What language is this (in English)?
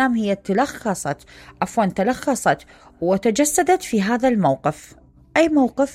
Mesopotamian Arabic